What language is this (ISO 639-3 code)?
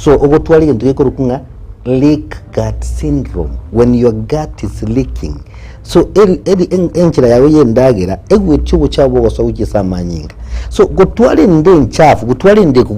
guz